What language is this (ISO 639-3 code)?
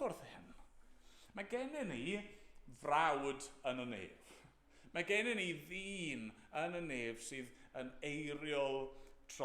cym